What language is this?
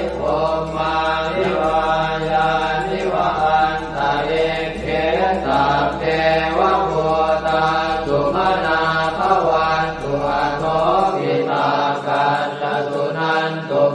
Pali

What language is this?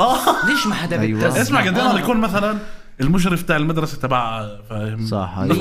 North Levantine Arabic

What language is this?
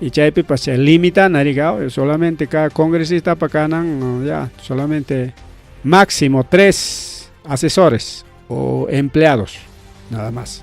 Ayacucho Quechua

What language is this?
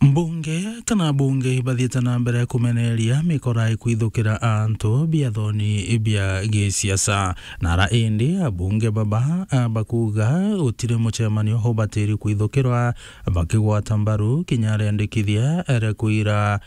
Meru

